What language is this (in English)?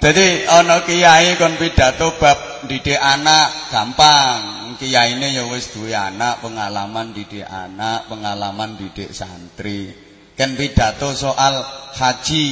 Javanese